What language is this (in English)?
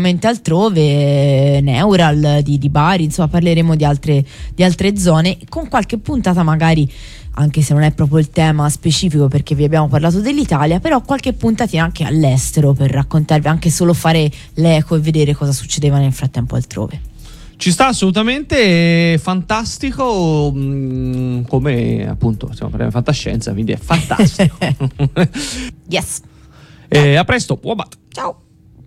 Italian